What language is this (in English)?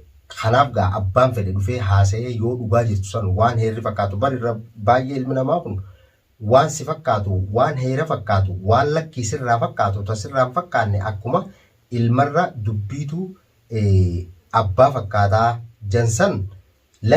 Oromo